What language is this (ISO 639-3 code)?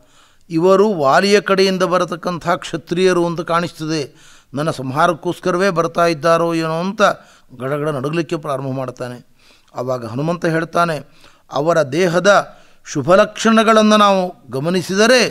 kan